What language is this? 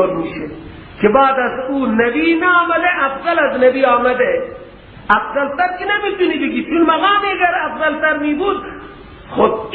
Persian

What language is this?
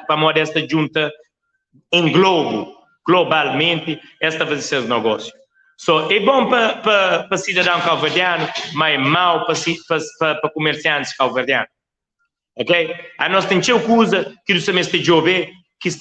Kabuverdianu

